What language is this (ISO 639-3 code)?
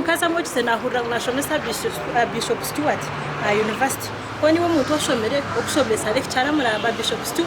nyn